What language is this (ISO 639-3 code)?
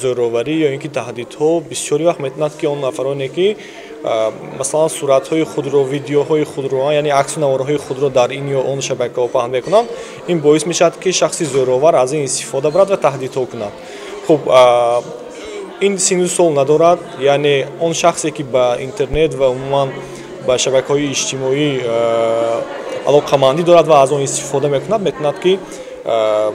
tgk